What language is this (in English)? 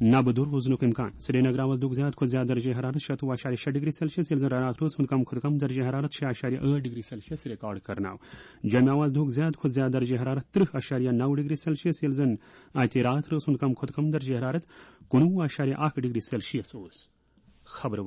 Kashmiri